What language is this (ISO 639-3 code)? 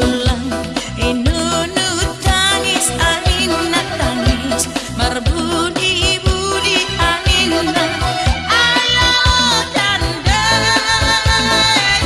bbc